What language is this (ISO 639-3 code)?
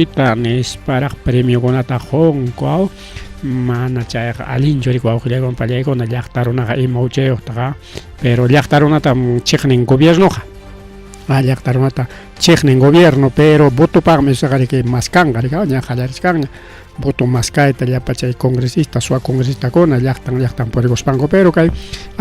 quy